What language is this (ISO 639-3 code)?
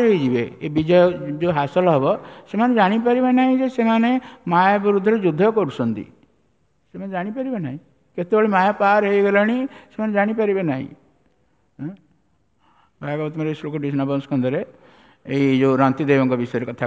ori